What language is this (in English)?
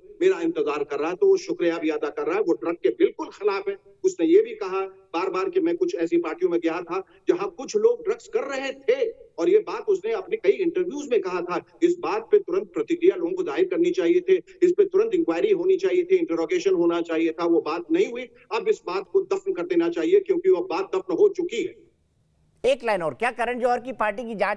Hindi